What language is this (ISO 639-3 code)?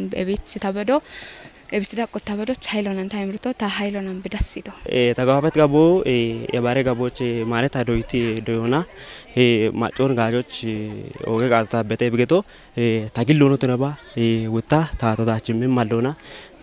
kbr